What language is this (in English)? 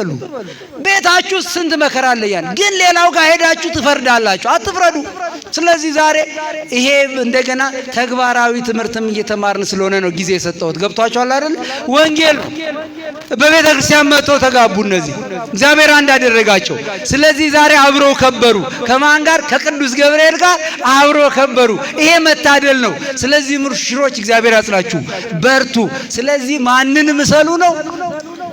Amharic